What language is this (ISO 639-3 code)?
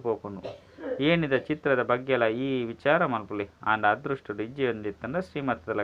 tcy